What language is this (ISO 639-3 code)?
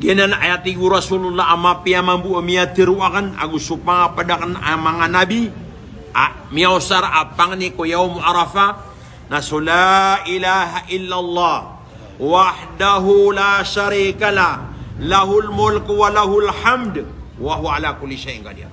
mrw